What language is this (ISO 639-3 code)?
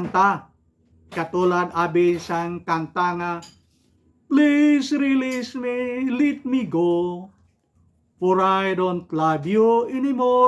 hil